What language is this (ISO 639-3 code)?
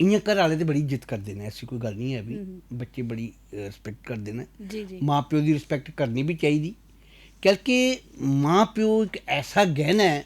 doi